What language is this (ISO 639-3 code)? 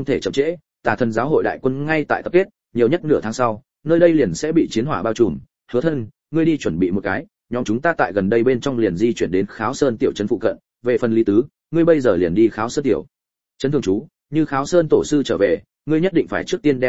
vie